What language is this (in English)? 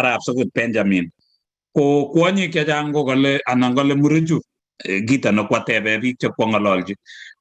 Kalenjin